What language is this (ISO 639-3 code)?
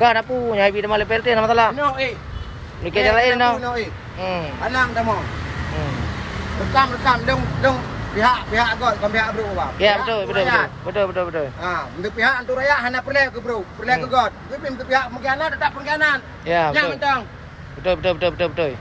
ace